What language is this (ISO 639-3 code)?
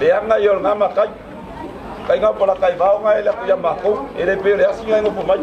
smo